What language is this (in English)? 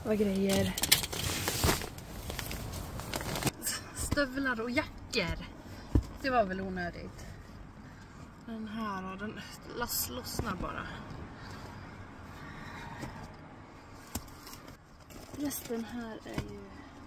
Swedish